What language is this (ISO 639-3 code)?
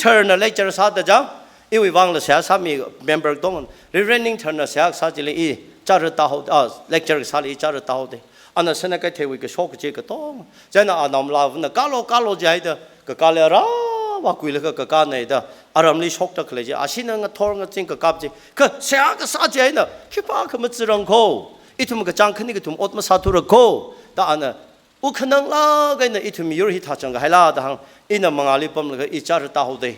nmf